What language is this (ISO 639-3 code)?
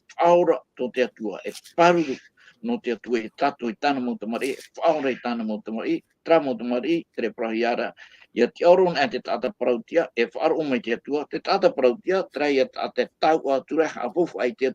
tah